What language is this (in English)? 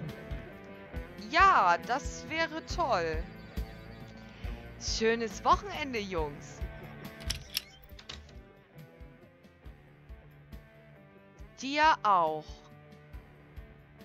German